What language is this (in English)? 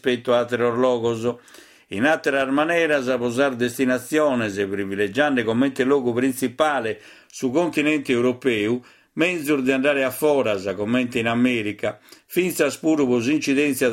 Sardinian